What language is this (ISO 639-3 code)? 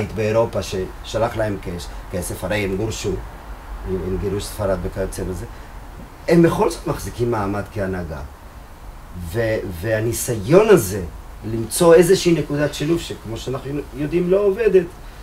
heb